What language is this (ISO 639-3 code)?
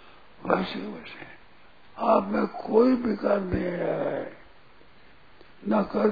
hin